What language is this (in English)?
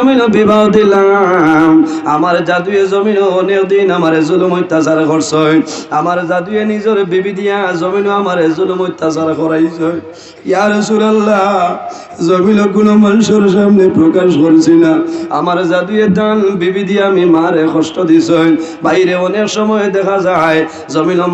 Sylheti